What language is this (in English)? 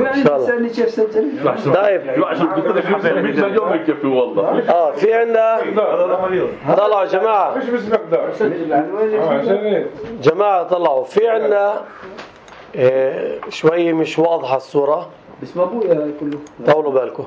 North Levantine Arabic